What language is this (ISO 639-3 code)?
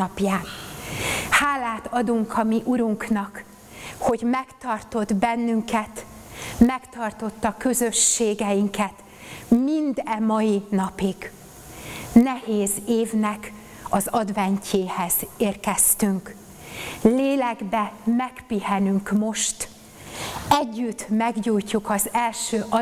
hun